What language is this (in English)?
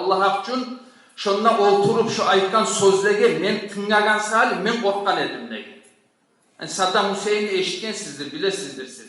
Kumyk